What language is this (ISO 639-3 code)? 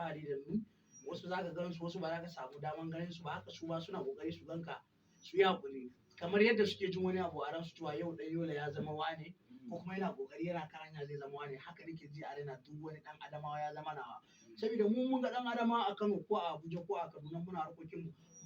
hau